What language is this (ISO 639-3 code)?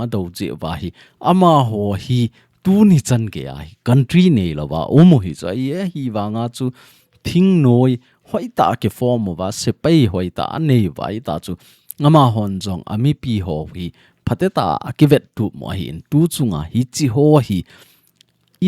tcz